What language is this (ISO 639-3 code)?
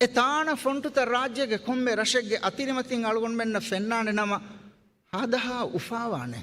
div